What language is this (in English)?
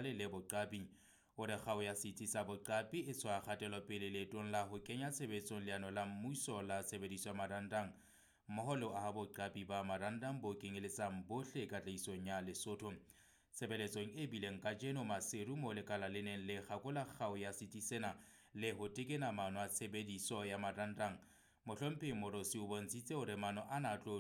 Southern Sotho